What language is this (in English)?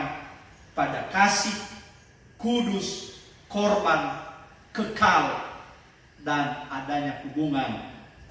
Nias